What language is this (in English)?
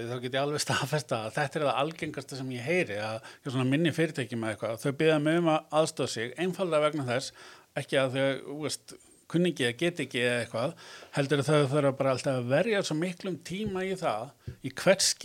Icelandic